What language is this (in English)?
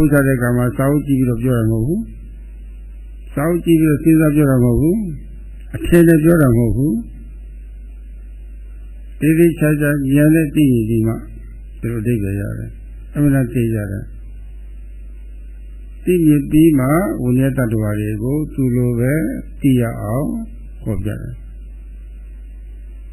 Burmese